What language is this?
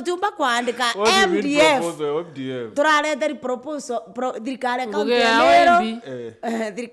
Meru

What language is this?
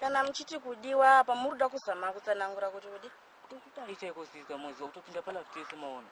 Shona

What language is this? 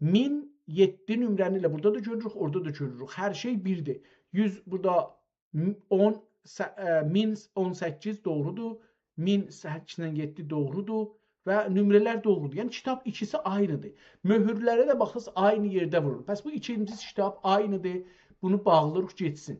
South Azerbaijani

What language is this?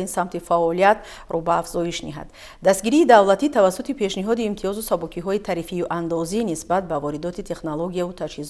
Tajik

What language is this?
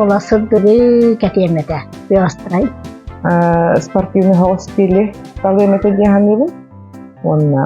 Yakut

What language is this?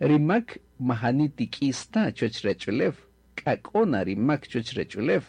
Kaqchikel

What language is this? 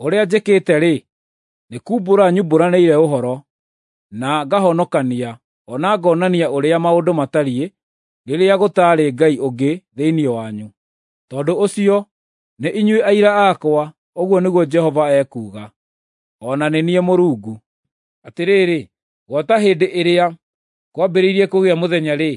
Kikuyu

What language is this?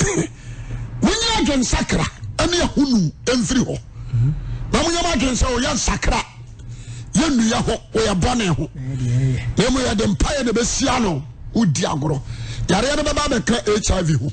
Akan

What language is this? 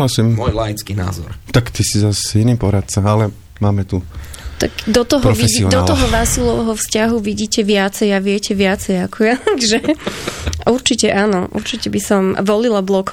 Slovak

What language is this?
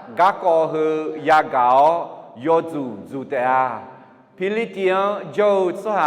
Akha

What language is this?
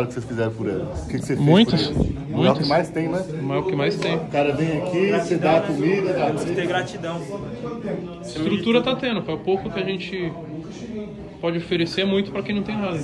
Portuguese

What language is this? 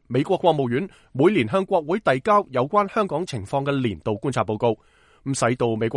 Cantonese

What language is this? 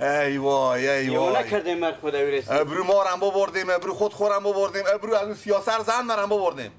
Persian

